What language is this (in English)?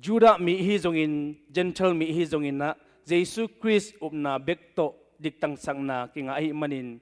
Tedim Chin